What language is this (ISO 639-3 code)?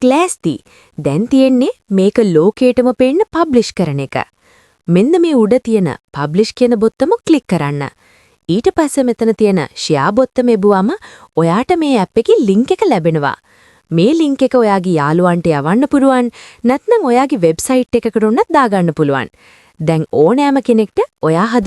sin